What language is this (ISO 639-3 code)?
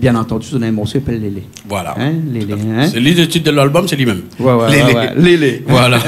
rcf